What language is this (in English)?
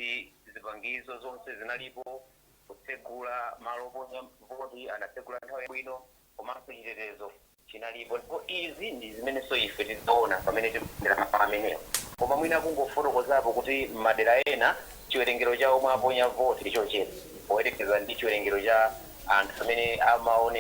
Nyanja